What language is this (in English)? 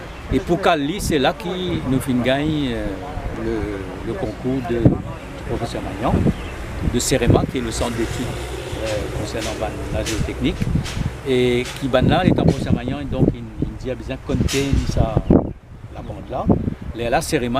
Morisyen